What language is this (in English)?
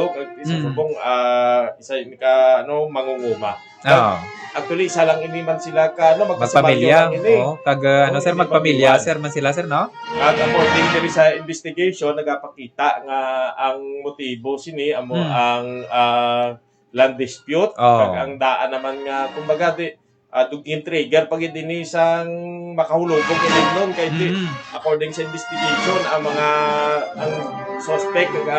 Hiligaynon